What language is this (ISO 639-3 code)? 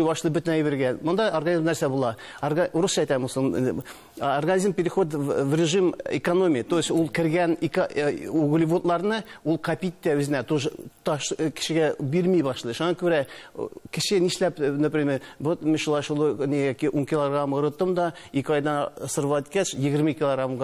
tat